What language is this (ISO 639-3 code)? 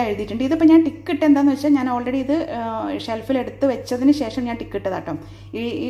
mal